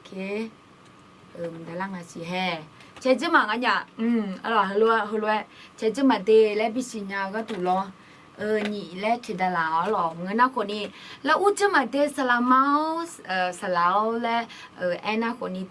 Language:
Akha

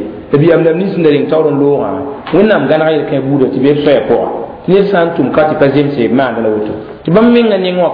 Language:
Mossi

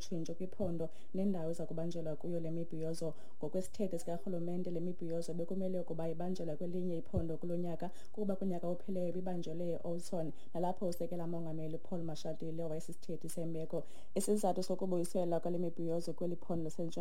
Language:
Xhosa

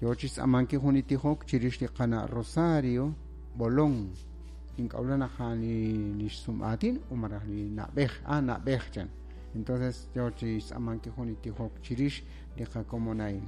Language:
Kekchí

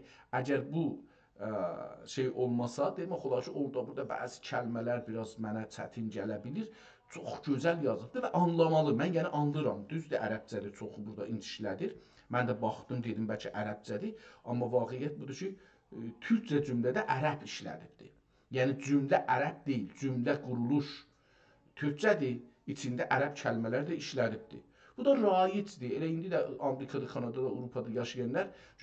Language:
South Azerbaijani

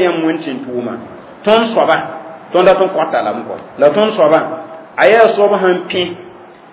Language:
Mossi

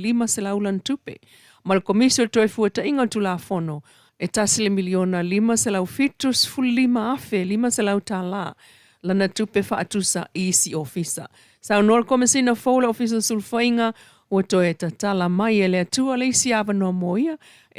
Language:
Samoan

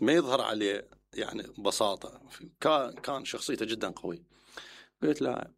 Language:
Mesopotamian Arabic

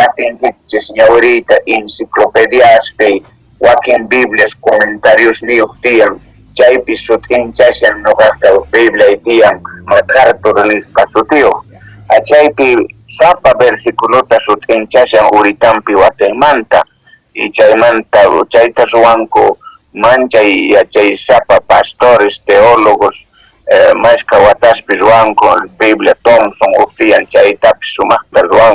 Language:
Quechua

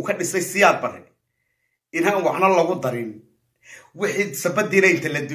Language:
Somali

